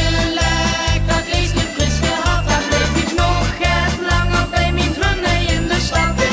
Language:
Limburgish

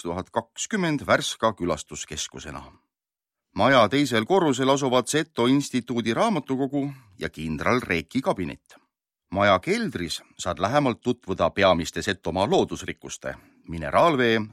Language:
Estonian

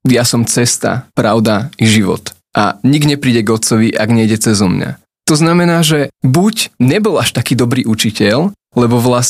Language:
Slovak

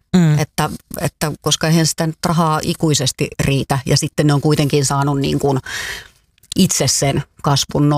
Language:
Finnish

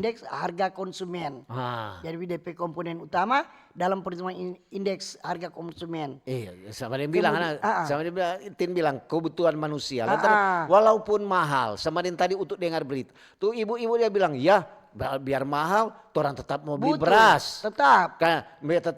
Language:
Manado Malay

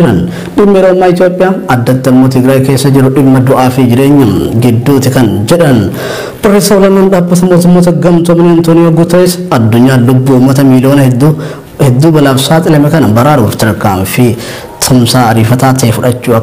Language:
Oromo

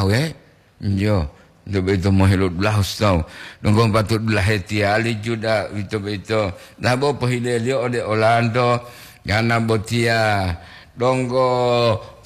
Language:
Gorontalo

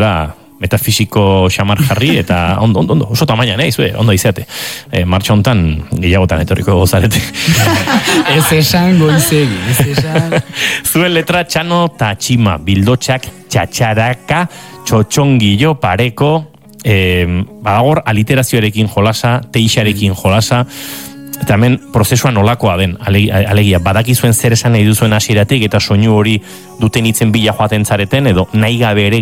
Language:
Basque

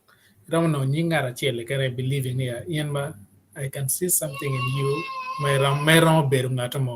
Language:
Acoli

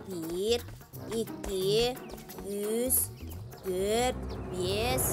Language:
Yakut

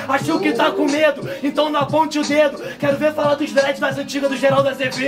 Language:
Portuguese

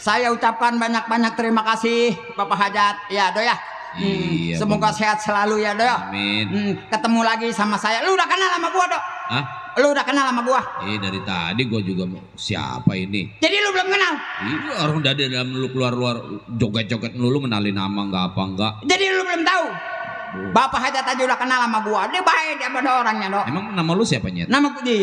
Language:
Betawi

